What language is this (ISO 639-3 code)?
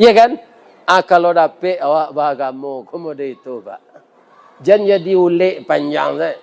min